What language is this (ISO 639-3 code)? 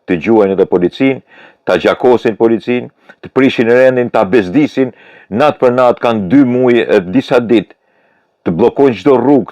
sqi